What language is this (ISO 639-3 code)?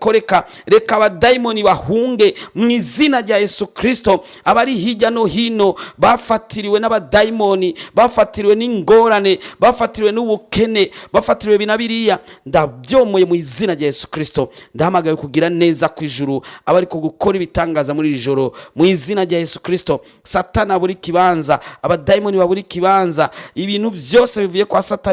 run